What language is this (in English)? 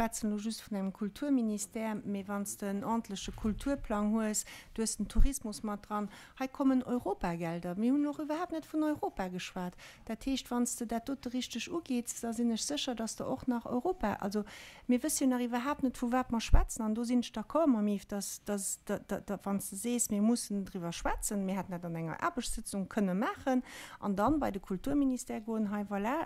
Luxembourgish